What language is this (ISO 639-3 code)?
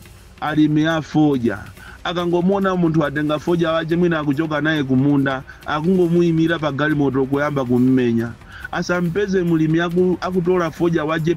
nya